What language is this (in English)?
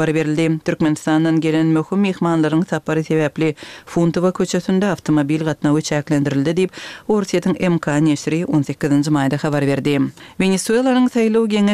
Turkmen